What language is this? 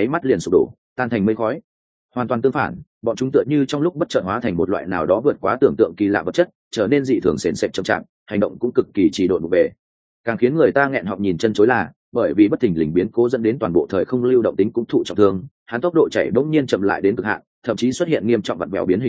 Vietnamese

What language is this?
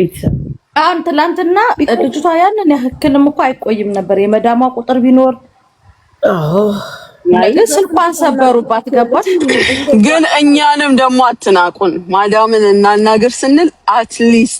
Amharic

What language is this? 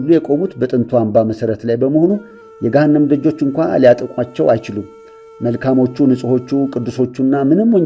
Amharic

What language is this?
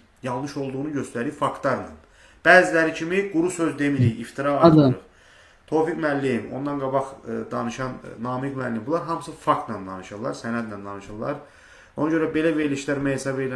Azerbaijani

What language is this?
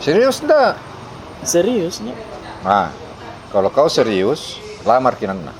Makassar Malay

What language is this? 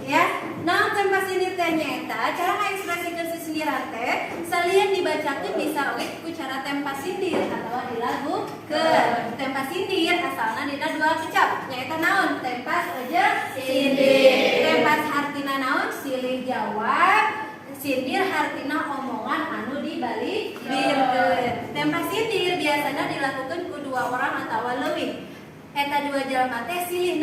Sundanese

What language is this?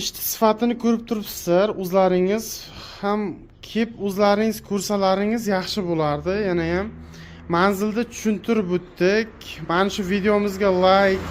Uzbek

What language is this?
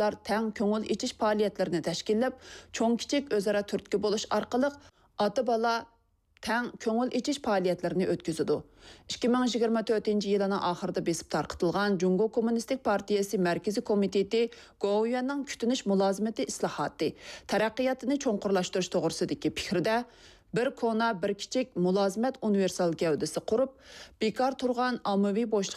Uyghur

